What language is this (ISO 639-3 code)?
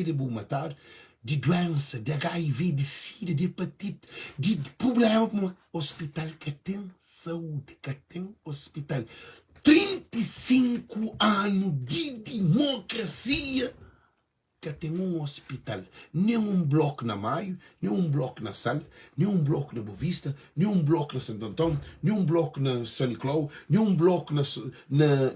kea